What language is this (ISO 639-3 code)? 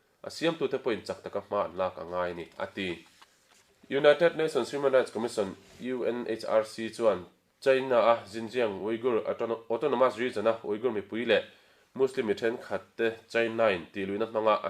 lus